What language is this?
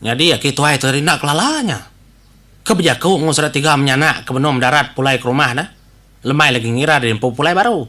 Iban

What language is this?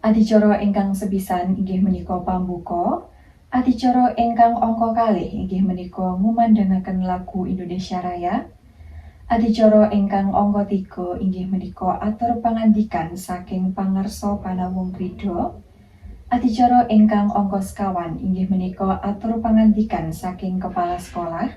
Javanese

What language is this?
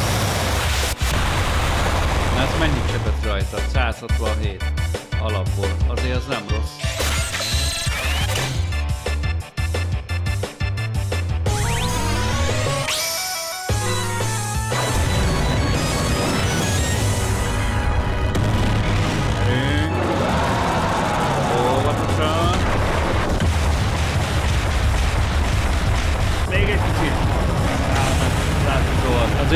Hungarian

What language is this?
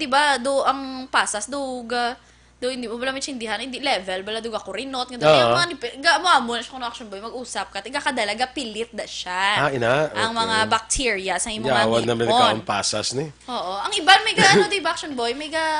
Hiligaynon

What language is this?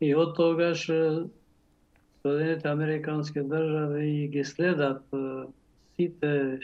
Macedonian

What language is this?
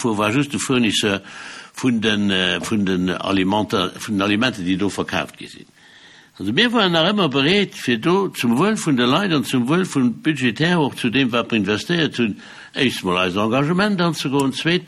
Luxembourgish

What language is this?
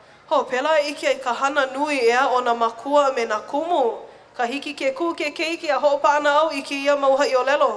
Hawaiian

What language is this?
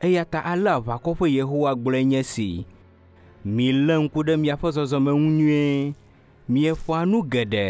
Ewe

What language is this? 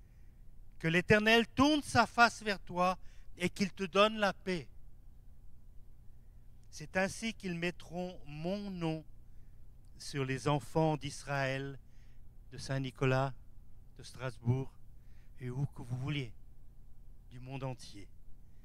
French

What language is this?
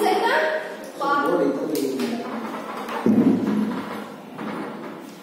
Kannada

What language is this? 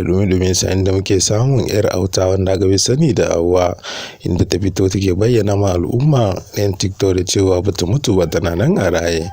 Hausa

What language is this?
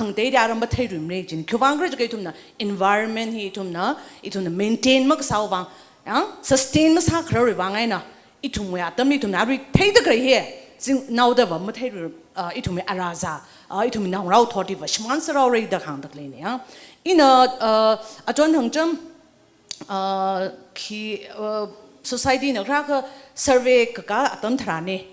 Tangkhul Naga (India)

